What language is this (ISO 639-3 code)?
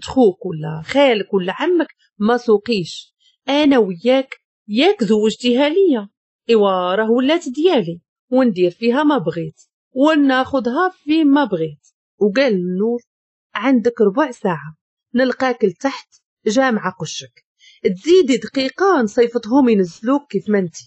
ary